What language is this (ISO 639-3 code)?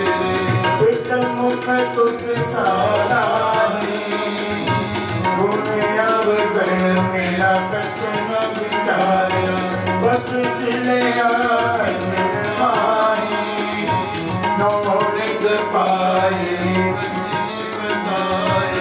pan